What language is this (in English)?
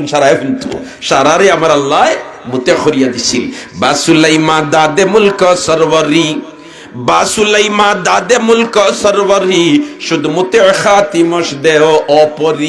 Sylheti